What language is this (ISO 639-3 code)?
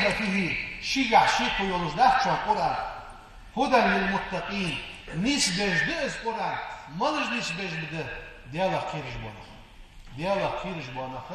inh